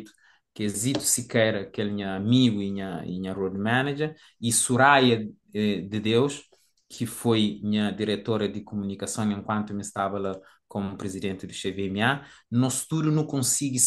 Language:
Kabuverdianu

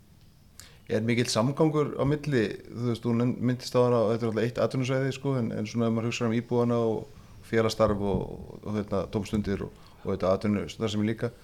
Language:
Icelandic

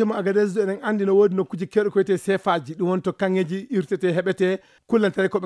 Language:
Fula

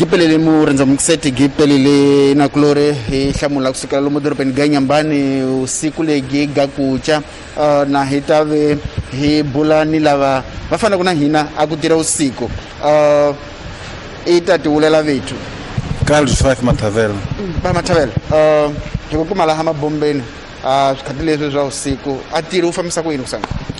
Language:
Tsonga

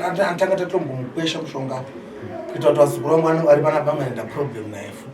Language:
Shona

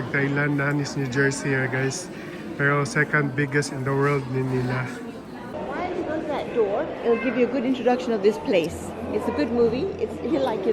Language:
Cebuano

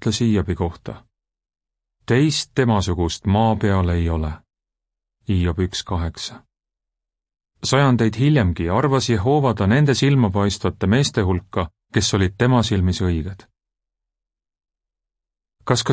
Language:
Estonian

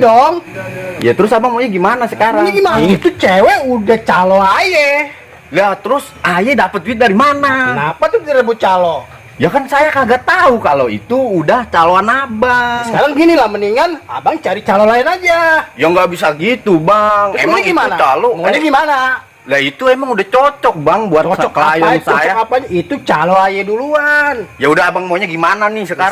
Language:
Betawi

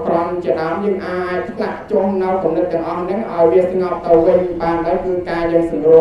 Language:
Khmer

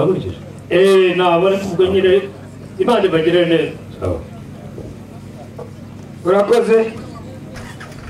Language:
Kinyarwanda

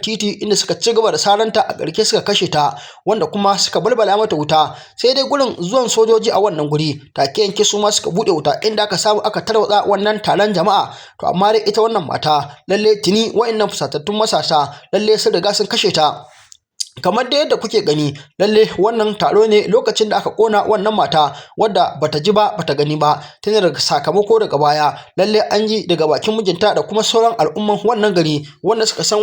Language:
Hausa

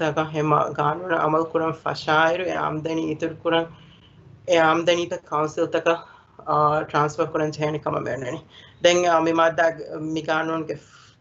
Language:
Divehi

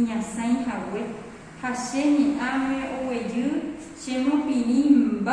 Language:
Guarani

